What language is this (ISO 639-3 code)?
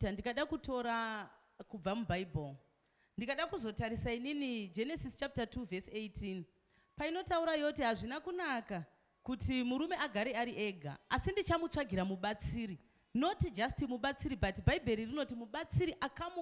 sna